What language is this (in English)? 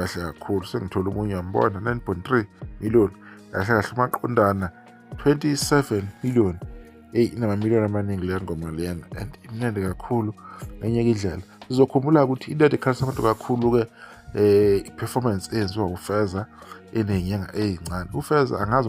Zulu